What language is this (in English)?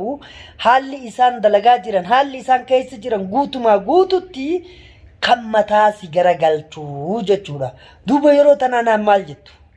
Oromo